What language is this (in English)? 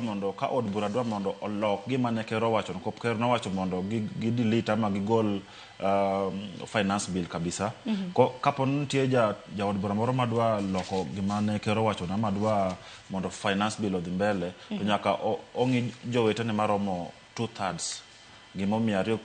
Luo (Kenya and Tanzania)